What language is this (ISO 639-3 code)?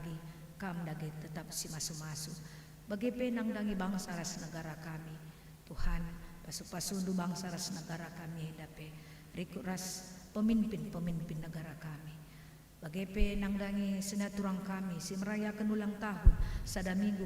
btx